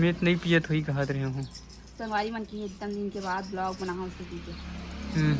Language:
Chhattisgarhi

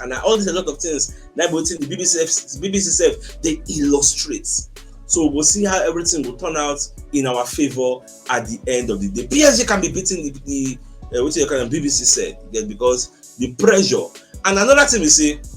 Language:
Nigerian Pidgin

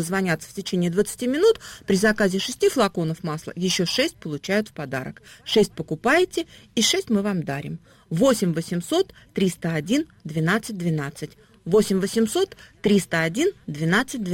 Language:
Russian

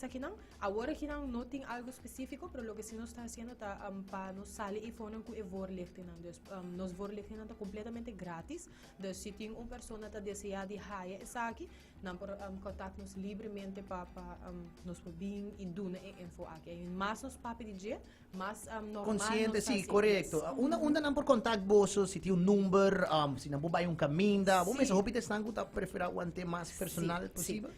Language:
Papiamento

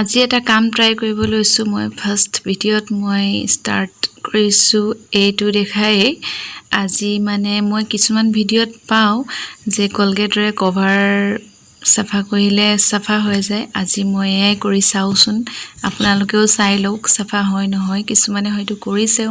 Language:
Assamese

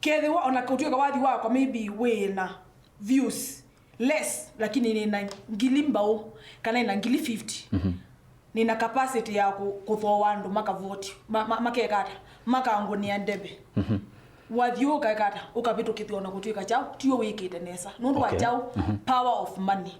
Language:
Kamba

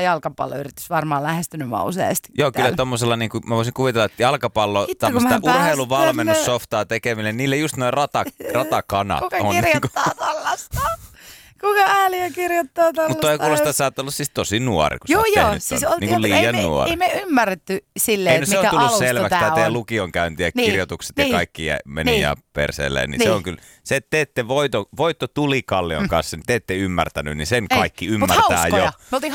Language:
Finnish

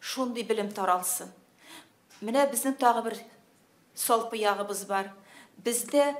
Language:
Tatar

